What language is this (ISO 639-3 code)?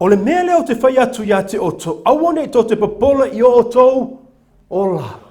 smo